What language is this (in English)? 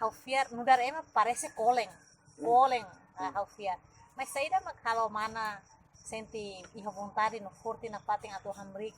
Tetum